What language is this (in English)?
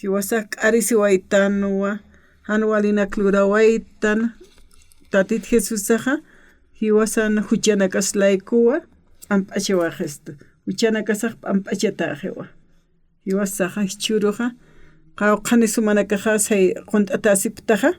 Aymara